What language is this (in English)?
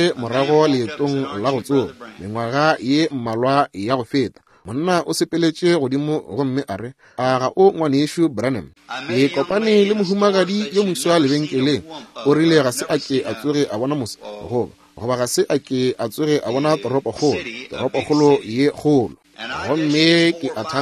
Northern Sotho